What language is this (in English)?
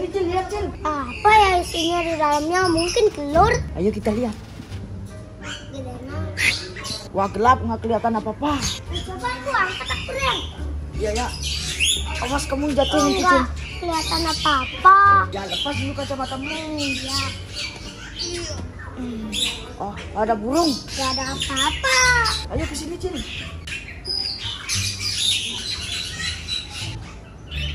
Indonesian